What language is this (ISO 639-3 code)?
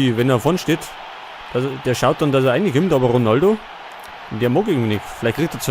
bar